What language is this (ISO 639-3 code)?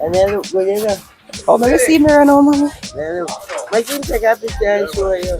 jam